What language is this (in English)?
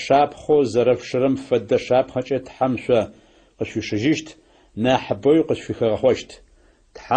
Adyghe